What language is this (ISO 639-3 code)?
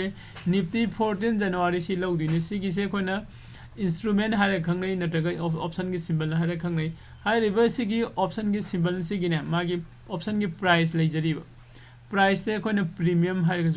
mni